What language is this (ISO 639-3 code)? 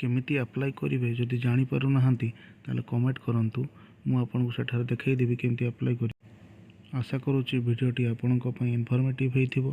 ori